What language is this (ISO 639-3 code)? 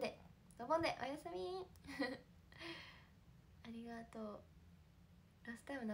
jpn